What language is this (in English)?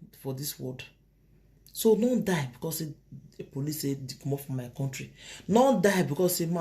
Nigerian Pidgin